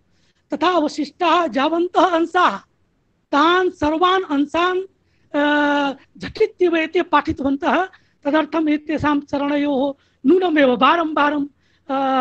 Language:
Sanskrit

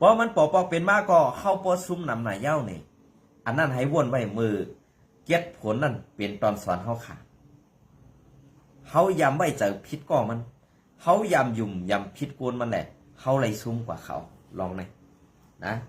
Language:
Shan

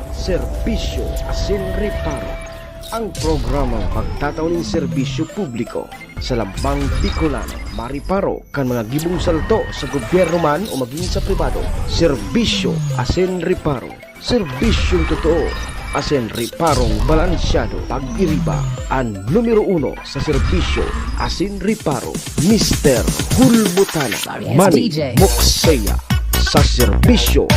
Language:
Bikol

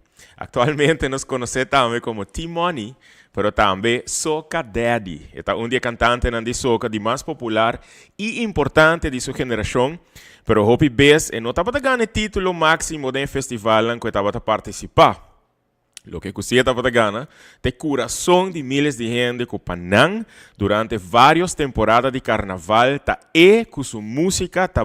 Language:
Papiamento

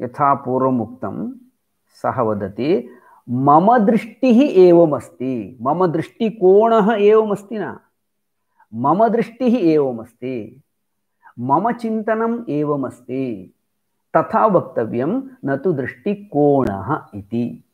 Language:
Sanskrit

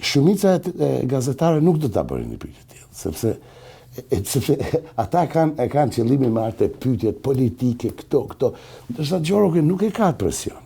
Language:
Albanian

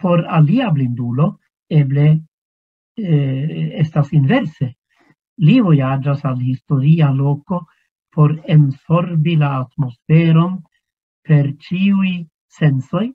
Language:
Esperanto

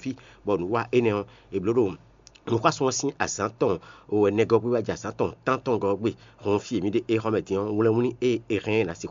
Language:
Fon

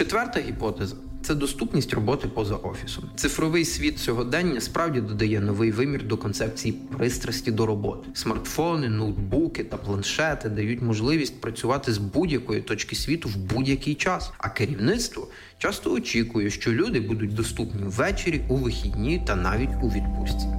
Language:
Ukrainian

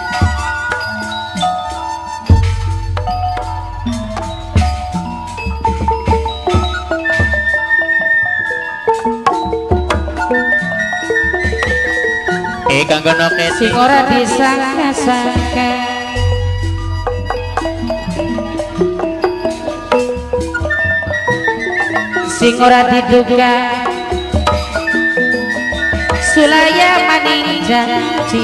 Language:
Javanese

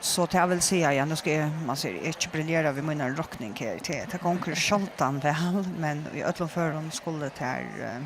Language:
Faroese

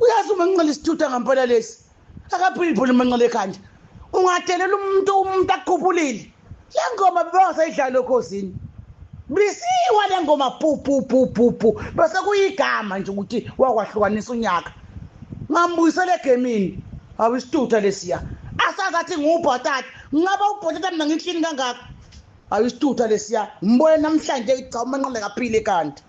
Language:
Zulu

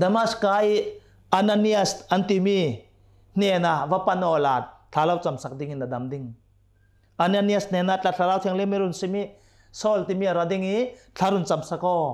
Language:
Hakha Chin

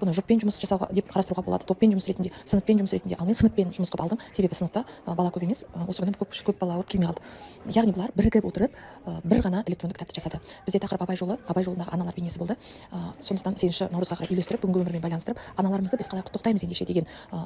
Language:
Kazakh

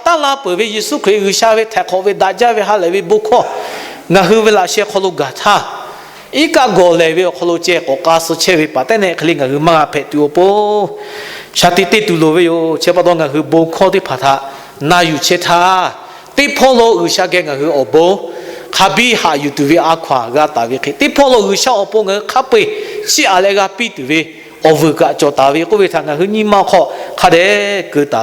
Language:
Lahu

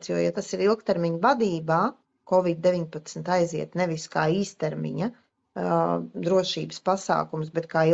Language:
Latvian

